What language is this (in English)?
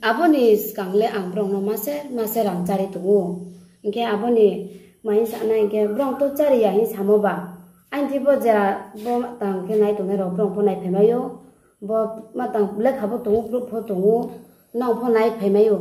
Riang (India)